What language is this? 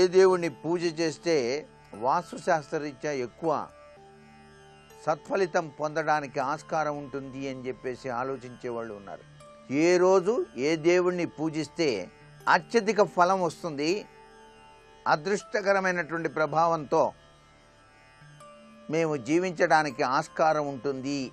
Telugu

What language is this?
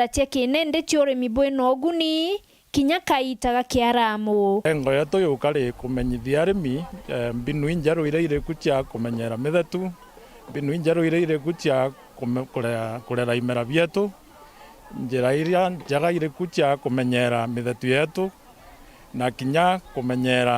Meru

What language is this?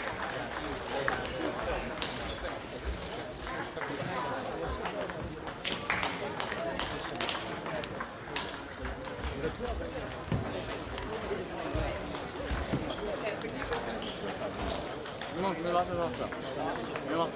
Finnish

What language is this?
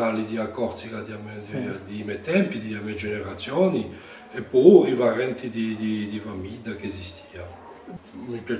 Corsican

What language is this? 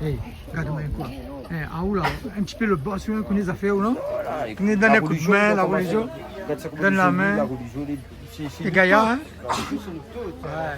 Réunion Creole French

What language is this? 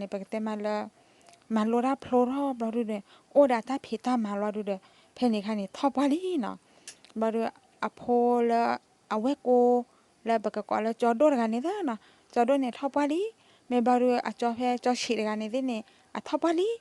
S'gaw Karen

